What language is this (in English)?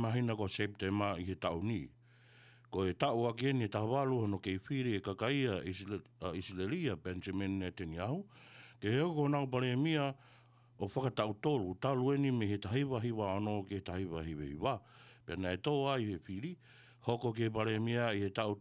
Tongan